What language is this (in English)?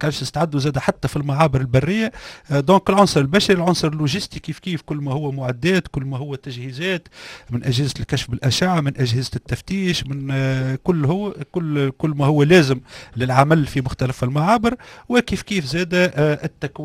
Tunisian Arabic